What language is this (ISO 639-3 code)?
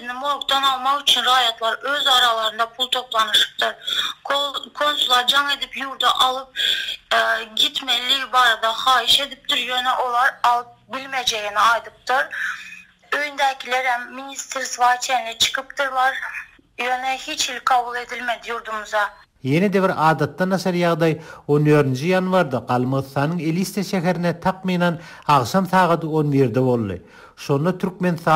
tuk